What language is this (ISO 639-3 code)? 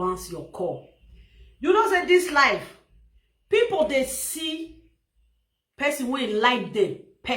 pcm